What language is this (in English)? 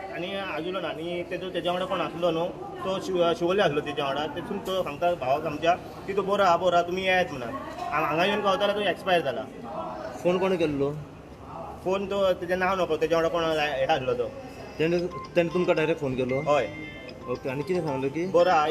Konkani